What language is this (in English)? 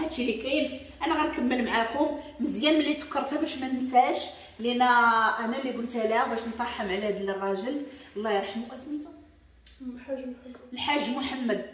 Moroccan Arabic